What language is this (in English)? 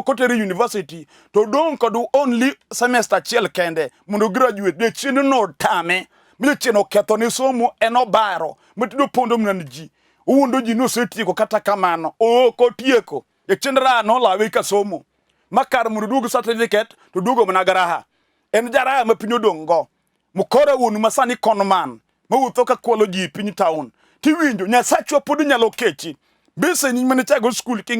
Luo (Kenya and Tanzania)